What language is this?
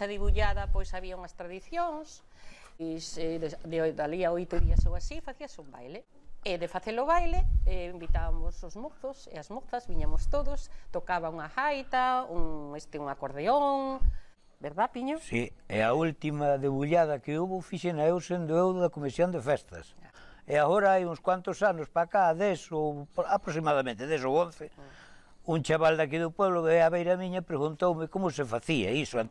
Galician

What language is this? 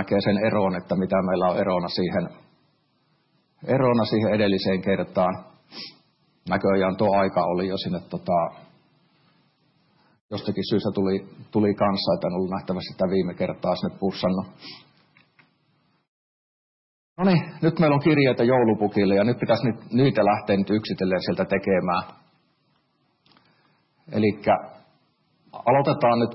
Finnish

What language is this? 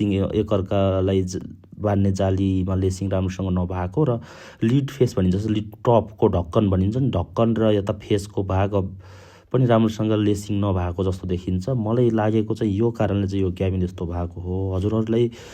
Nepali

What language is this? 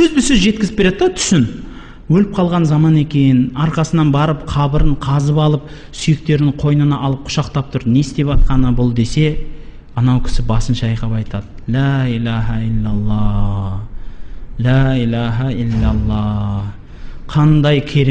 Kazakh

